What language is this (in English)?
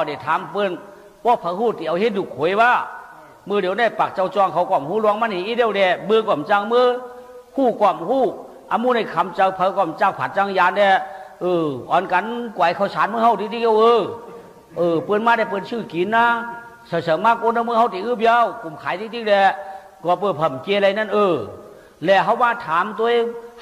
Shan